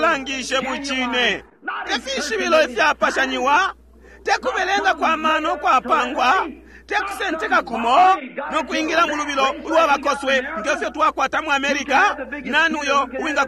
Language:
Bemba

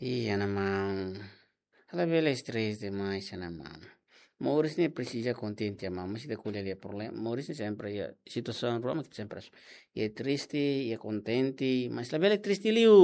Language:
Tetum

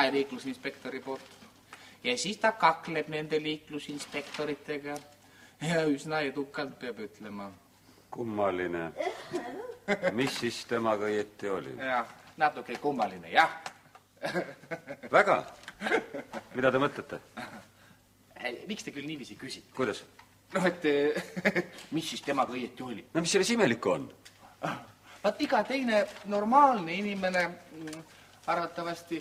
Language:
Estonian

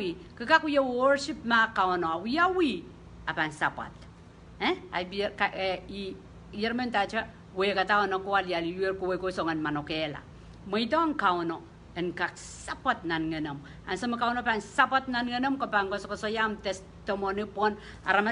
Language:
Pohnpeian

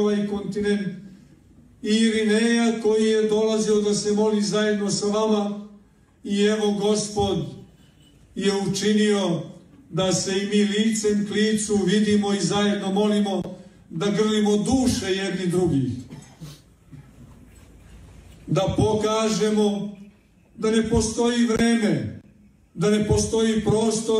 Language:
Serbian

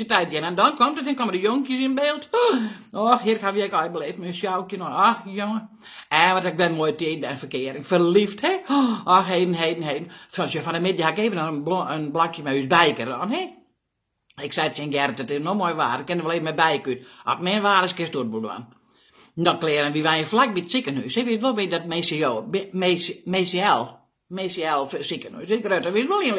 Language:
Western Frisian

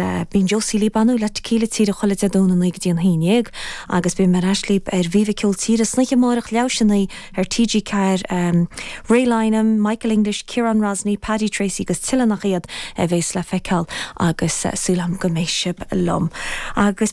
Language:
Irish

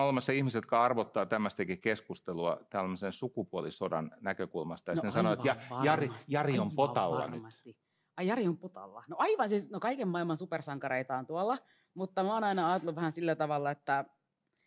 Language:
Finnish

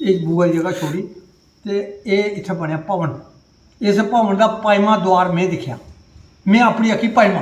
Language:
Dogri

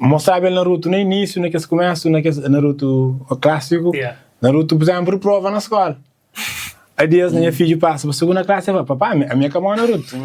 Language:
Kabuverdianu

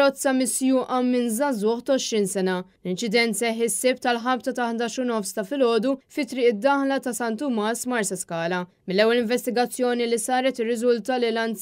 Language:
Maltese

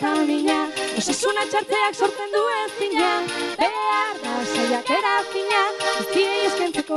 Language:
Basque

